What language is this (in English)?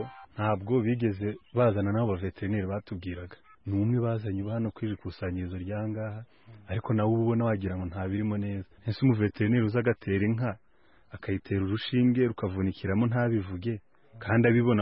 Kinyarwanda